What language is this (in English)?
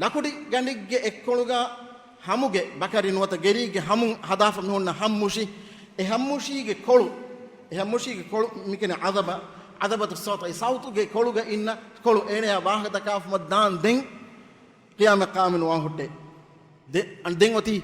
Divehi